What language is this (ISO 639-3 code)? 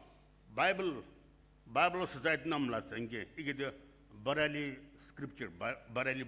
nsm